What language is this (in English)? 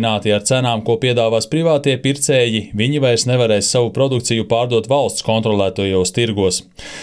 Latvian